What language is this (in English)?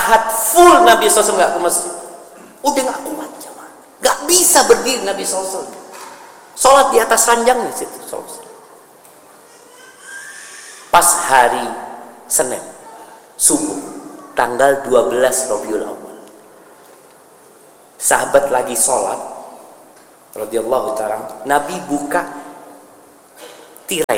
Indonesian